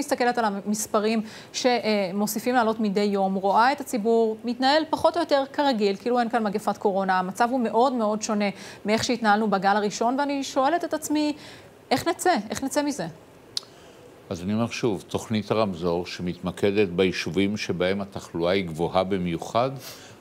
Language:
Hebrew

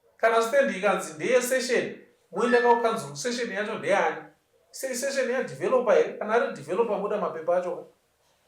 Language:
Shona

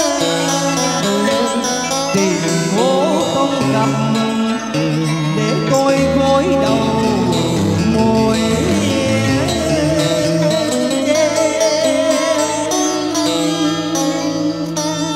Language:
Vietnamese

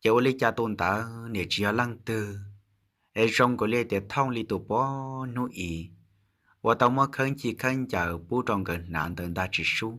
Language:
Hmong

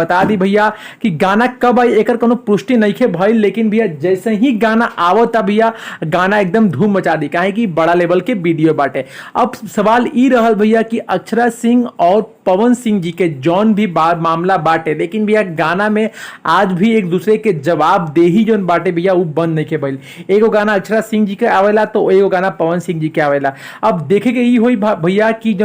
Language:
Bhojpuri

